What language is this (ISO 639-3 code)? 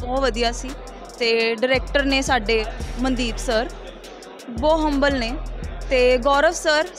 pan